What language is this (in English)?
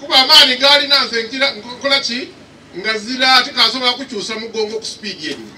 Soga